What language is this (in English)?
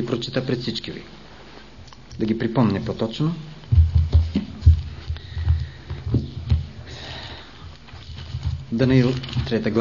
Bulgarian